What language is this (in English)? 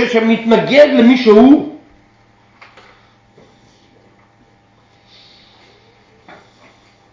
Hebrew